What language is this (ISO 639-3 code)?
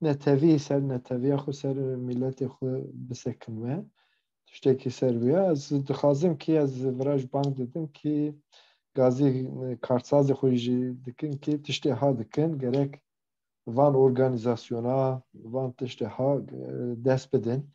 kur